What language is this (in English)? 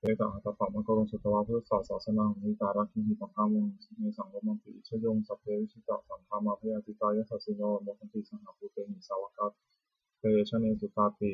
Pali